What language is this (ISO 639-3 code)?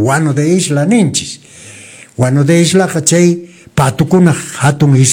que